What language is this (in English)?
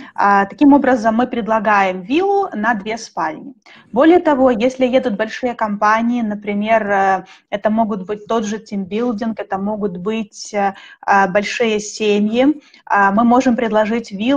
Russian